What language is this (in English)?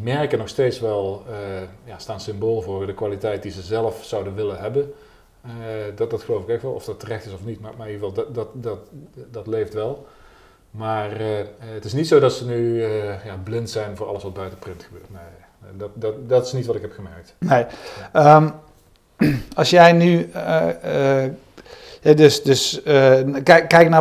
Dutch